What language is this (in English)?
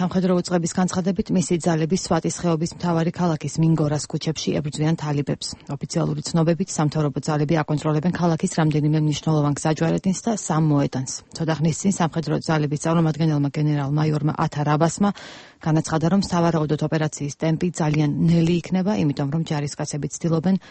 Georgian